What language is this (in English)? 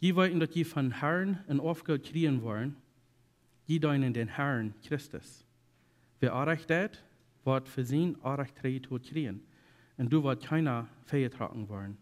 Plautdietsch